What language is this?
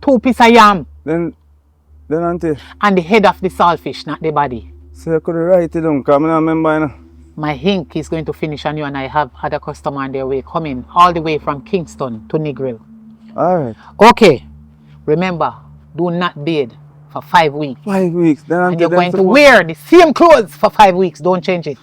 Jamaican Creole English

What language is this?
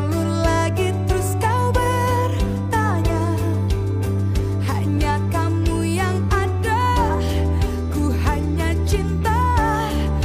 Indonesian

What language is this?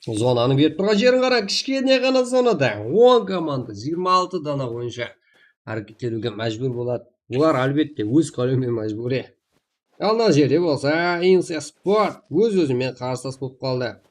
Kara-Kalpak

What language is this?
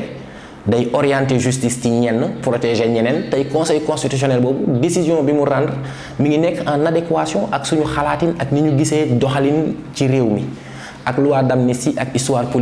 Wolof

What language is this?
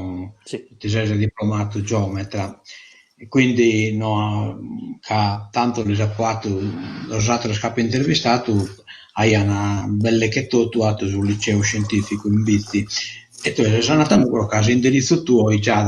Sardinian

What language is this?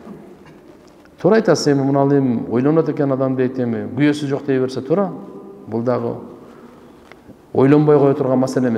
Kyrgyz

